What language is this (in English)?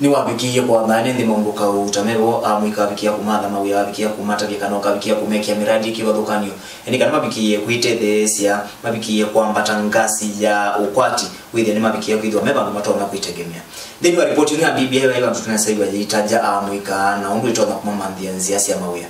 Kamba